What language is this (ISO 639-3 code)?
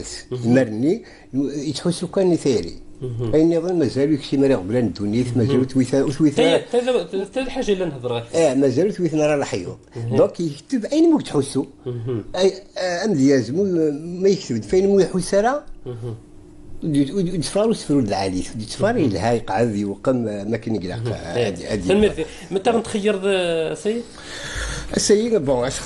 kab